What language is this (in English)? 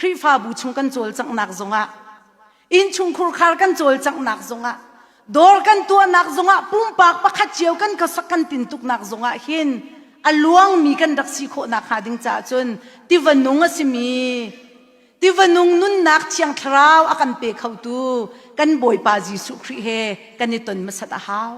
Hakha Chin